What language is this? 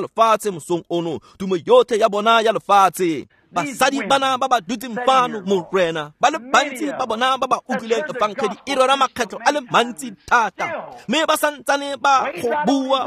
Tswana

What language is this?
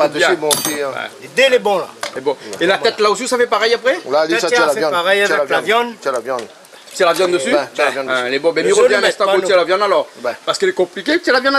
Réunion Creole French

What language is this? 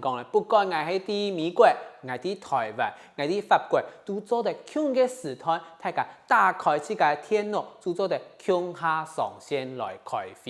Hakka Chinese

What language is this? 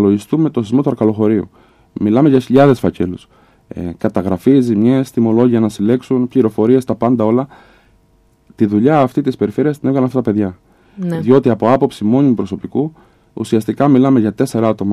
Greek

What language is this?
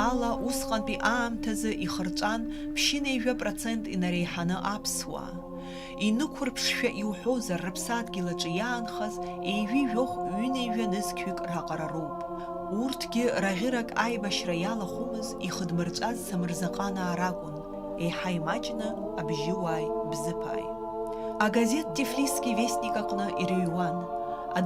Abkhazian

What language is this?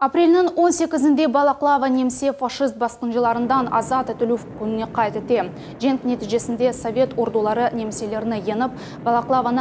Crimean Tatar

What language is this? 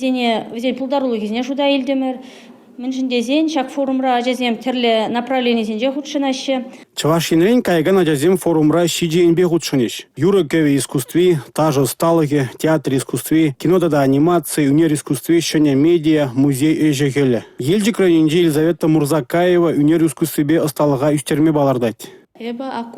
Chuvash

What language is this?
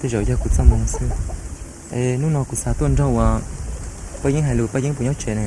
Hmong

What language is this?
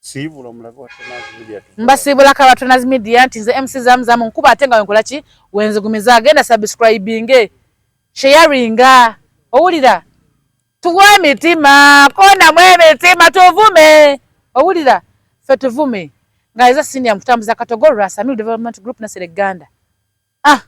Ganda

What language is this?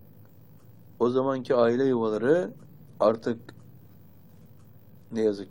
Turkish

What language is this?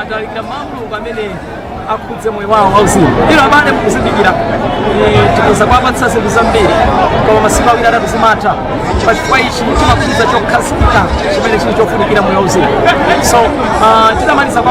Nyanja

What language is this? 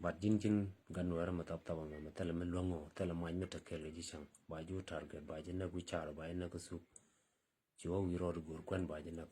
Nuer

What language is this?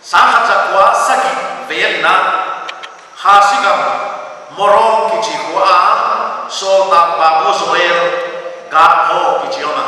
Paite Chin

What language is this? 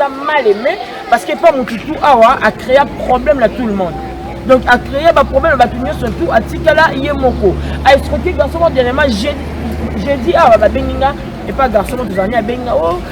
Lingala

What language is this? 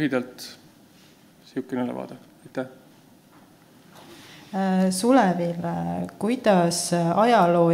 Estonian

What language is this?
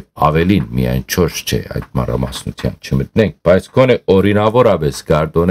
Western Armenian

